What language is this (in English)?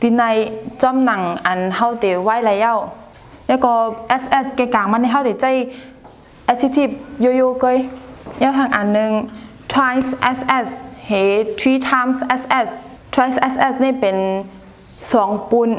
Shan